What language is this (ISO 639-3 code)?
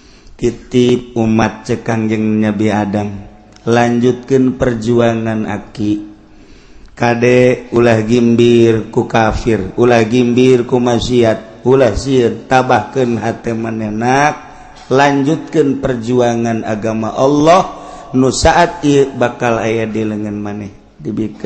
sun